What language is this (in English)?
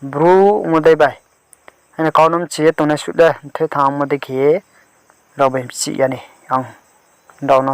Riang (India)